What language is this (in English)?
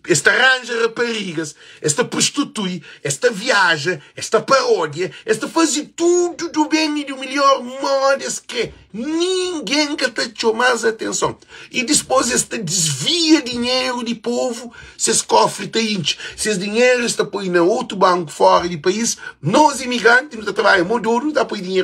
Kabuverdianu